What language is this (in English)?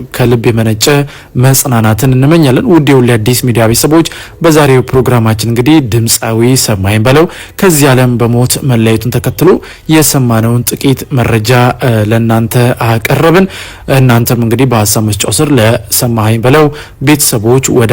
Amharic